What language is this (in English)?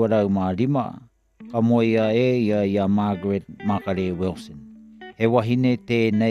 Māori